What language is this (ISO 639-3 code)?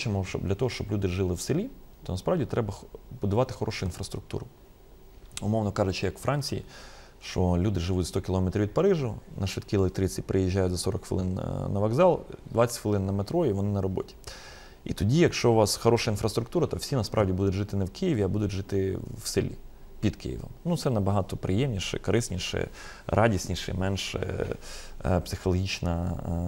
ukr